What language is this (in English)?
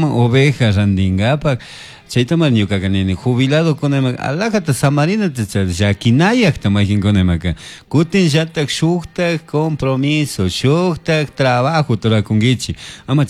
Chimborazo Highland Quichua